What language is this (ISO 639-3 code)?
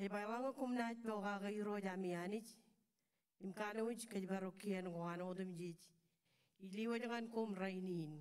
mah